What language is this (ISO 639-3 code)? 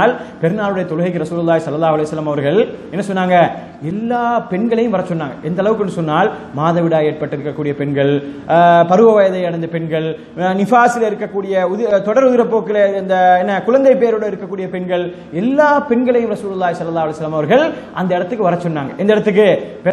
tam